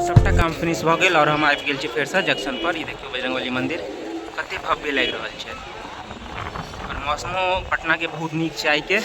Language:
Maithili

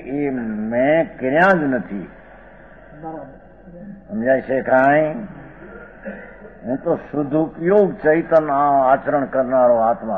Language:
Gujarati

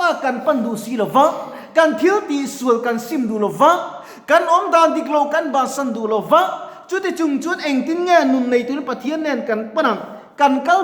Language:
Mizo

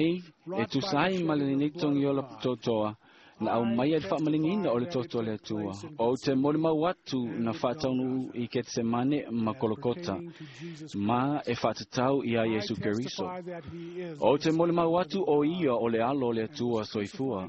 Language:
Samoan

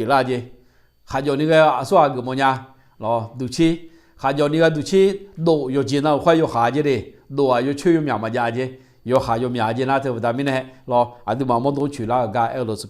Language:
Akha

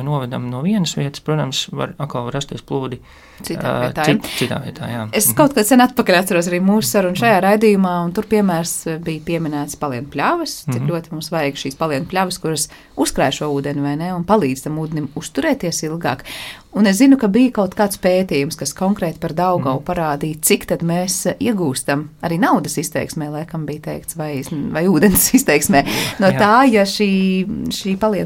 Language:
Latvian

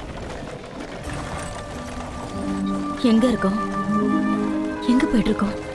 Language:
Tamil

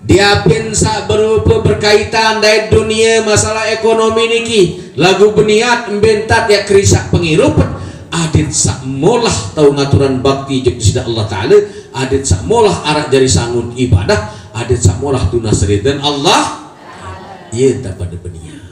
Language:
Sasak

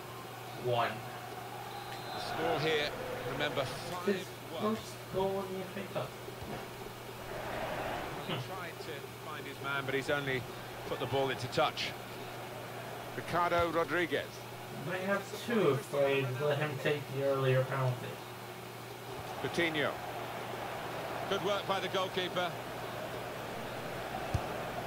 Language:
English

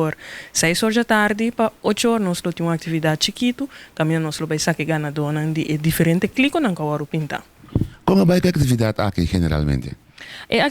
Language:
Papiamento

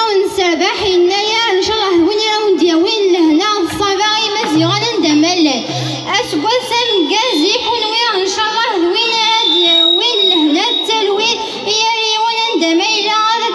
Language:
Kabyle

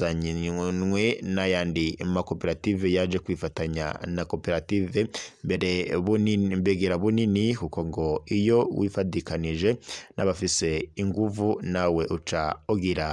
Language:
Rundi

